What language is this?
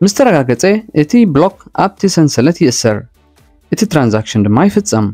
Tigrinya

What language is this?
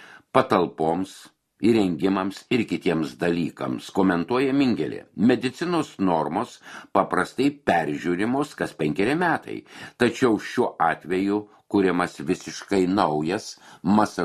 Lithuanian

